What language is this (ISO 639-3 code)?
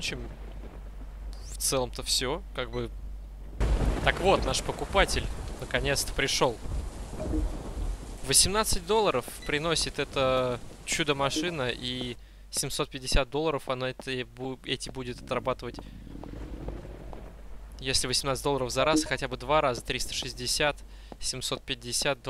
rus